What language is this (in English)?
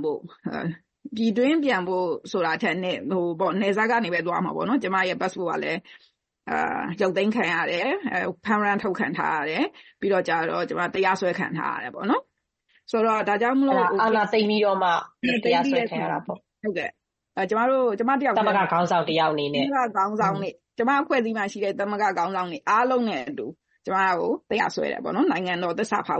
Burmese